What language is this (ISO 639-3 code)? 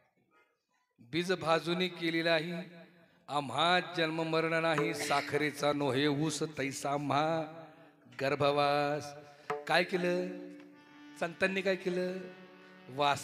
mar